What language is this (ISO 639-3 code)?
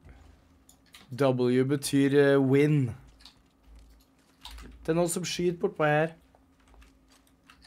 nor